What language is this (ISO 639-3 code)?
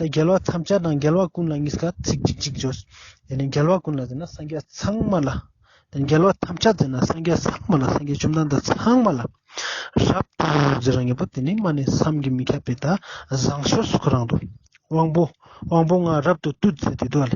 lbj